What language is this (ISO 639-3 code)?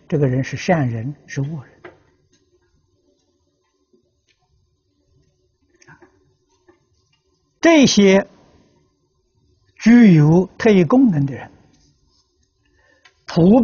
zho